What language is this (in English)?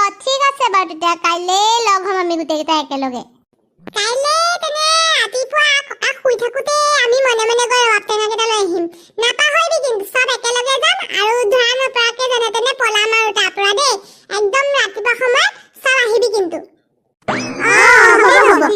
Assamese